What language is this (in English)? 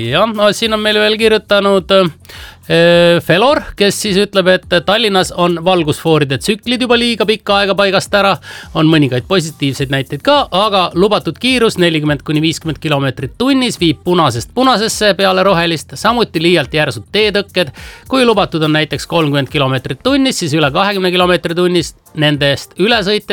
Estonian